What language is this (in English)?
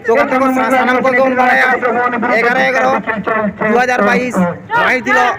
Santali